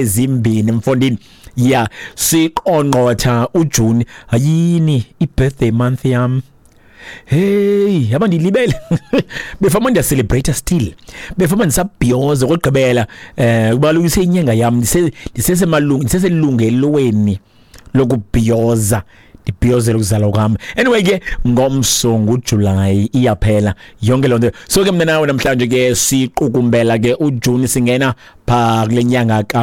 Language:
Xhosa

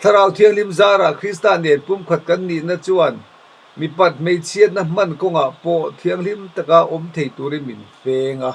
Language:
Mizo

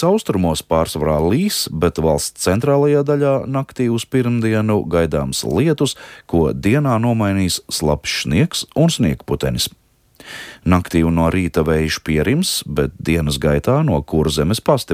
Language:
Latvian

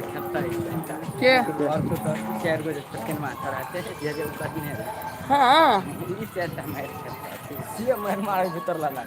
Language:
Maithili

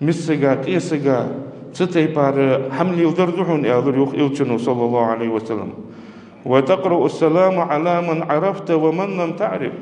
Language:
Ingush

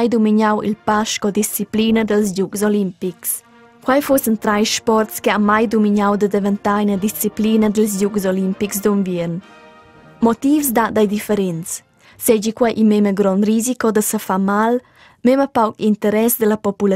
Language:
Romansh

